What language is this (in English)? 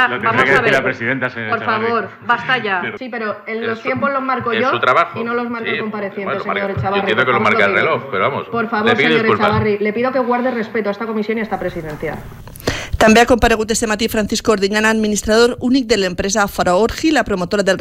Catalan